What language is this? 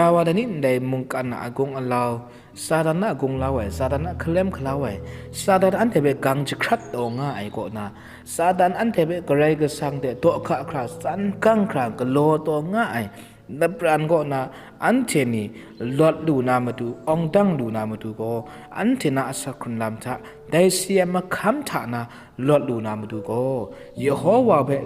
Kachin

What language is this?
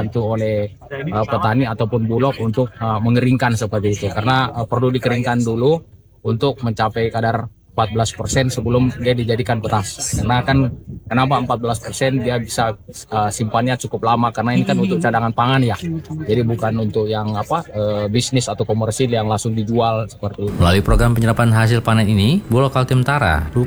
Indonesian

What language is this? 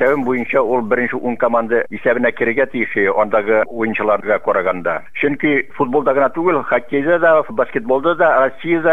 Bashkir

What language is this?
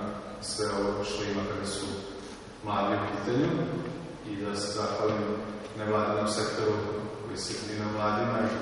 Serbian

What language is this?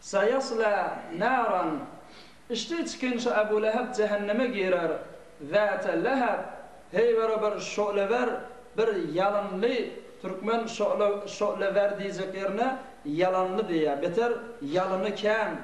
Turkmen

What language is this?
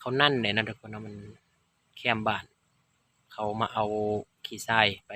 Lao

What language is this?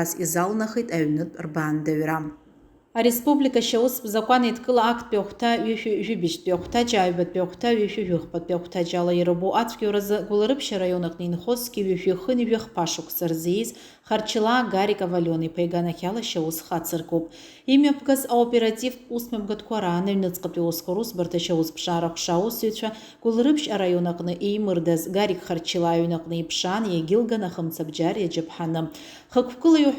Abkhazian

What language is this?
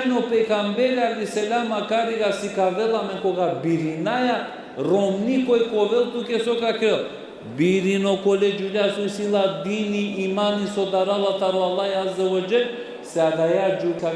Balkan Romani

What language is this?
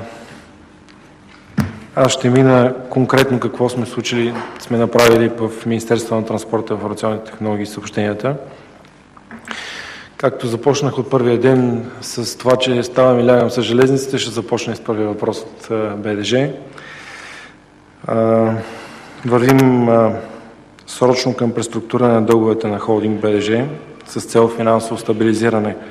Bulgarian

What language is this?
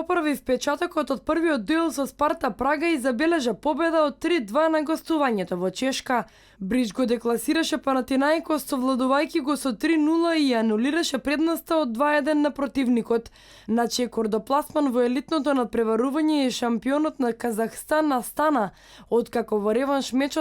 Macedonian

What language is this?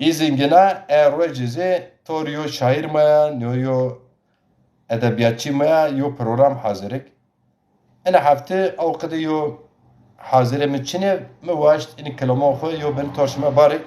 Zaza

